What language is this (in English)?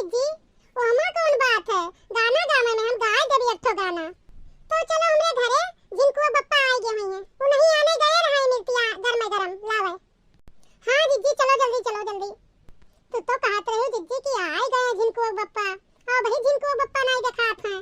Awadhi